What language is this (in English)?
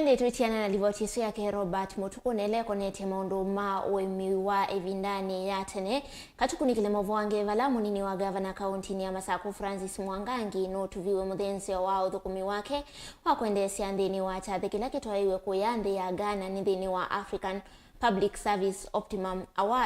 Kamba